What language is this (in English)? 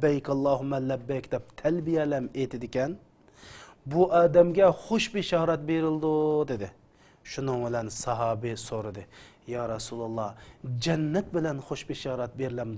Uyghur